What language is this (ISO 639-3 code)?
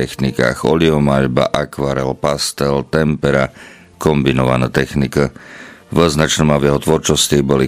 slk